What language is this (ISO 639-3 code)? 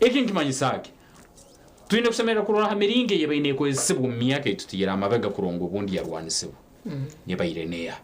nyn